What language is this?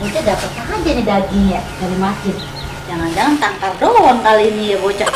Betawi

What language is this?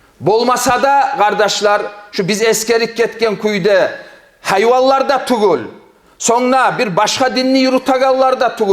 Kumyk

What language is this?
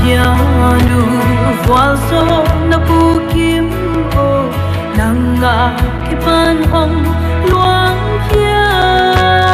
Paite Chin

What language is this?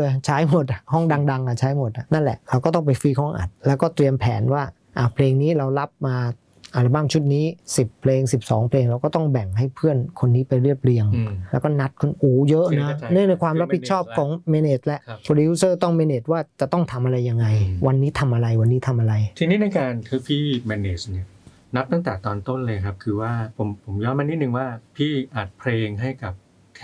Thai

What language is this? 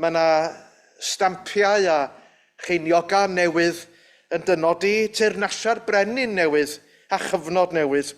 Welsh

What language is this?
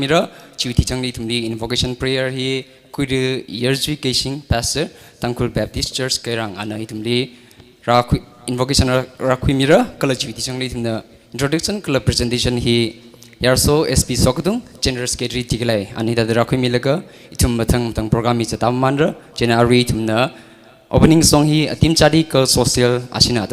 Tangkhul Naga (India)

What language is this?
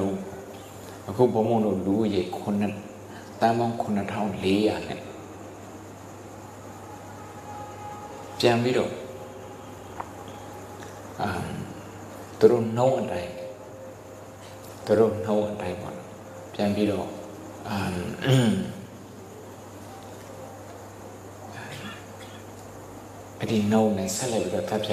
Burmese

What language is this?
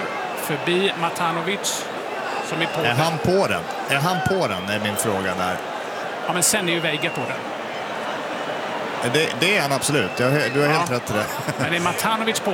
Swedish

